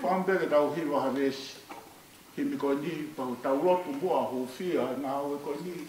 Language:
Tongan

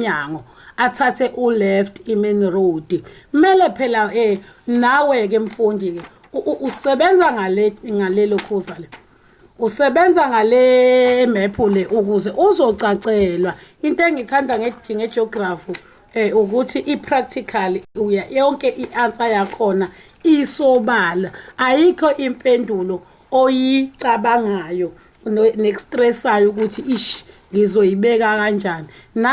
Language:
Zulu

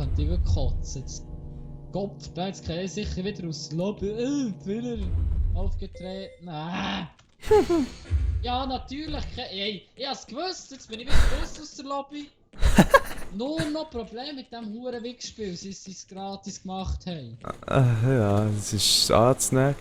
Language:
Swiss German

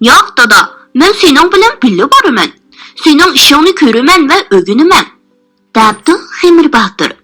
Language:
Uyghur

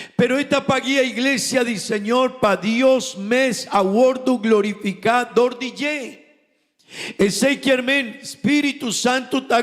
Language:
Papiamento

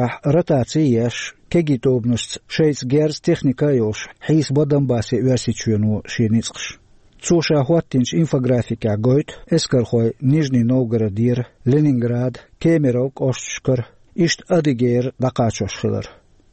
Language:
Chechen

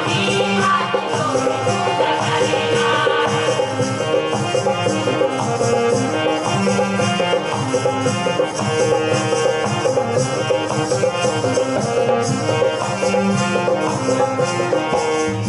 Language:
Bhojpuri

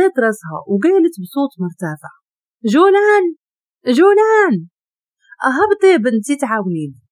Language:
Moroccan Arabic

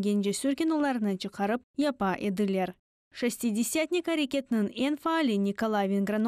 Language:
Crimean Tatar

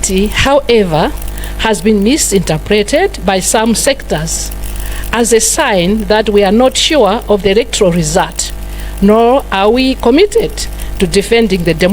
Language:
Nyanja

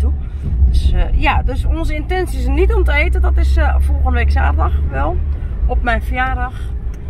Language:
Dutch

